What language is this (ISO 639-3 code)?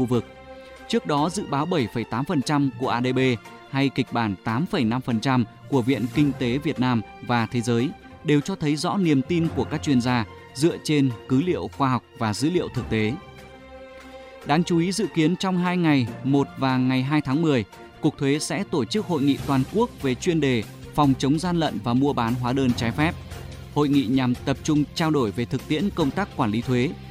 vie